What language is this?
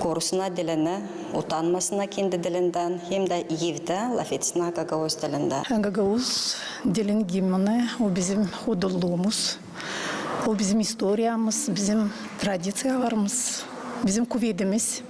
Gagauz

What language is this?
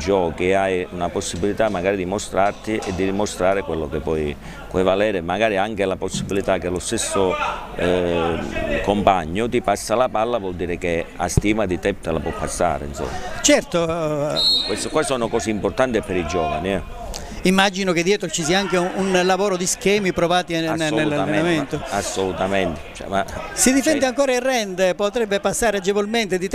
Italian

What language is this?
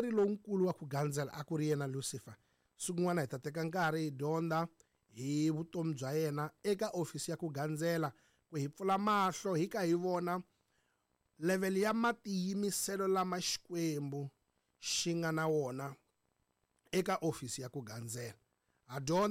Tsonga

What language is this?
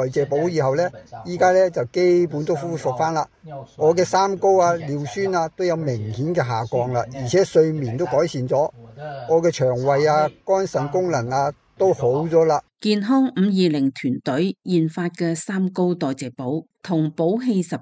Cantonese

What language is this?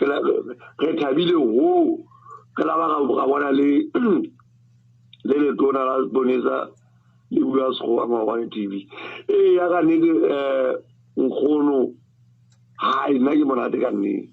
Southern Sotho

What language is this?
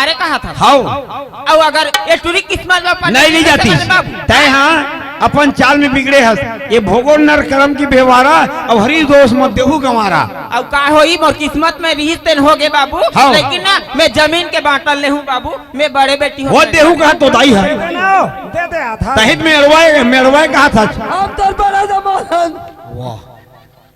Chhattisgarhi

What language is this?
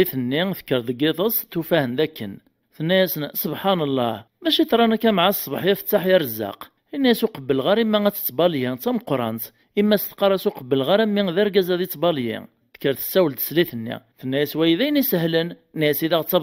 Kabyle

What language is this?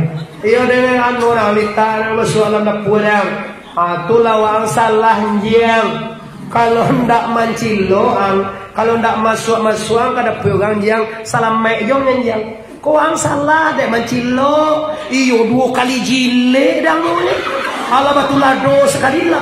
Minangkabau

